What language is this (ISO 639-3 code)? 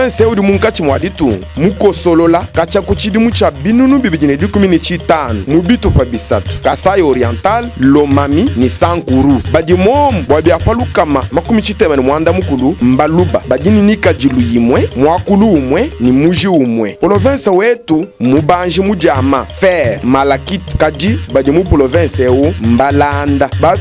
lua